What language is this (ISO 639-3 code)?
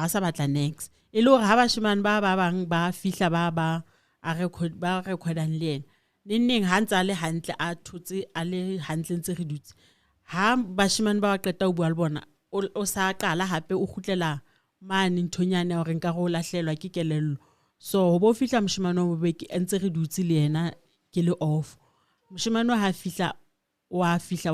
sot